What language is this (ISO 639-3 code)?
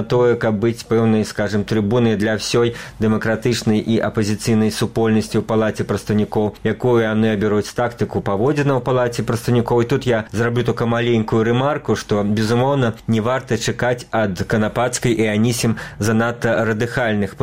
bel